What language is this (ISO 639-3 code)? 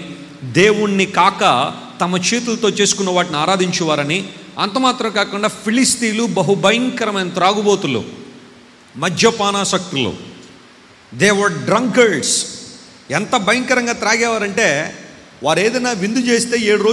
tel